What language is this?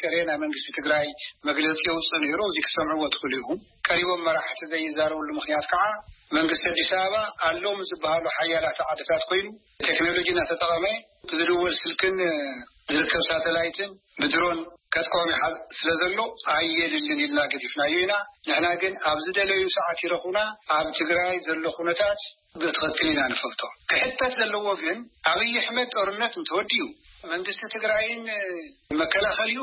Tigrinya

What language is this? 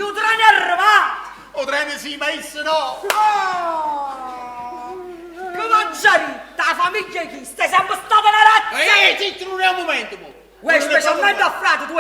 Neapolitan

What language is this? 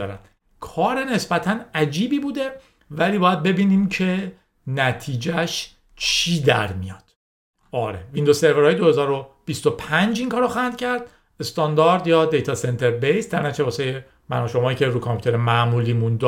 Persian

